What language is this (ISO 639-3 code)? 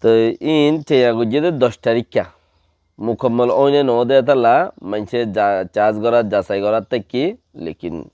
rhg